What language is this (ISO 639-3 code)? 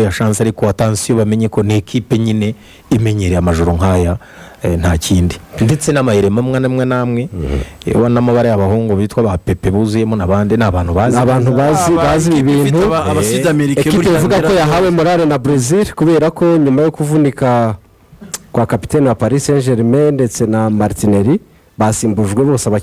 kin